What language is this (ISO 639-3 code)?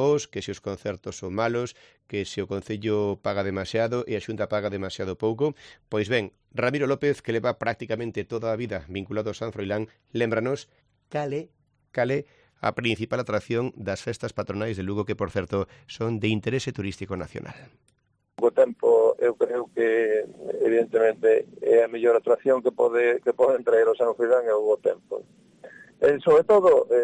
glg